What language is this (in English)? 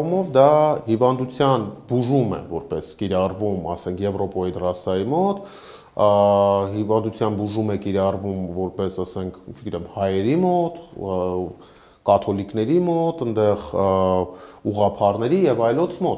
Armenian